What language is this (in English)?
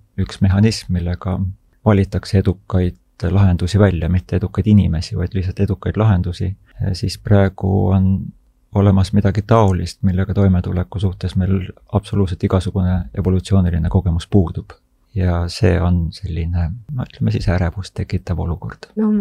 Estonian